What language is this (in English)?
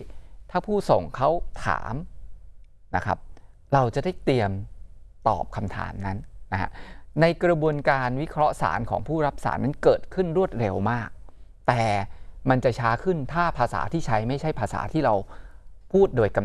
Thai